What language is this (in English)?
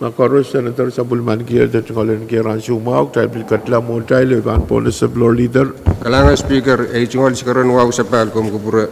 Pohnpeian